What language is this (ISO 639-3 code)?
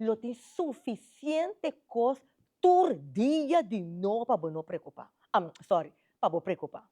pap